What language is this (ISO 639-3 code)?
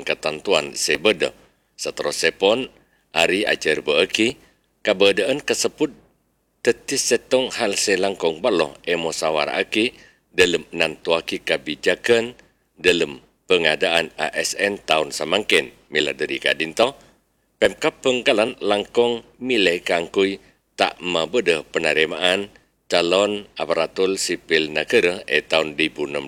mad